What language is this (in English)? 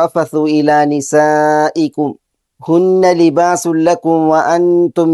Malayalam